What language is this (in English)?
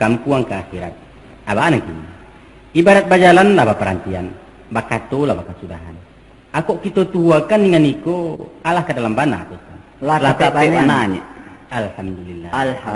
Minangkabau